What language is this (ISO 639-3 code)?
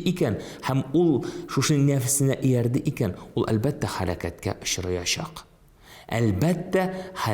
tat